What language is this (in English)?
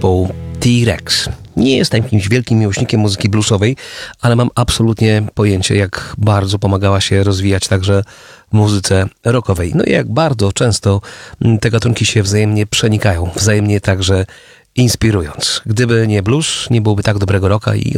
Polish